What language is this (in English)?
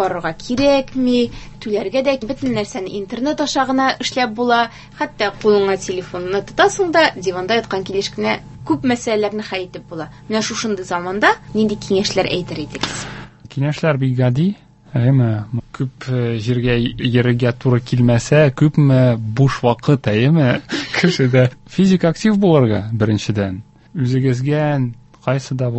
Tatar